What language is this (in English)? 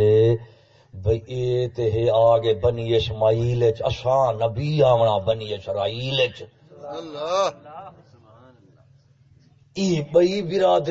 Saraiki